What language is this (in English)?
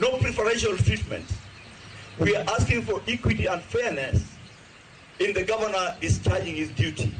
Luo (Kenya and Tanzania)